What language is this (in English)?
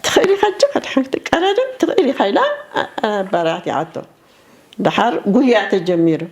Tigrinya